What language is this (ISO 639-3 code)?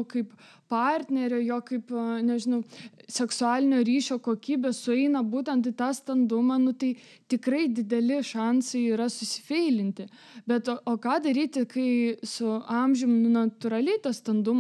lit